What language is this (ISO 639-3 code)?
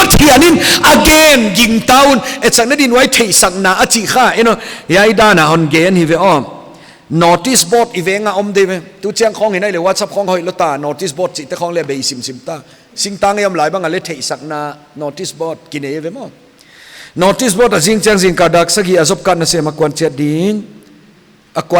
pck